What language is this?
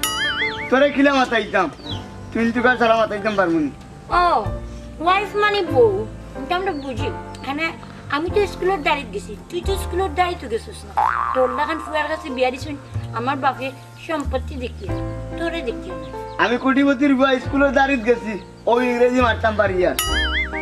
Sylheti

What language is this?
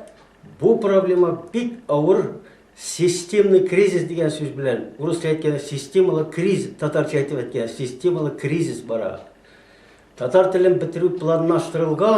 Tatar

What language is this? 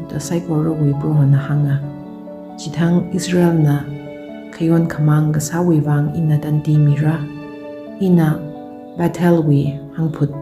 Tangkhul Naga (India)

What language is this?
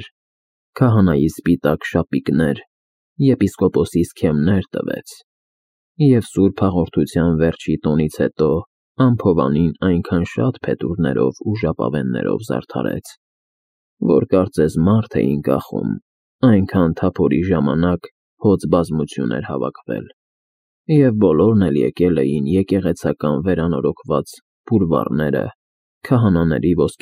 Armenian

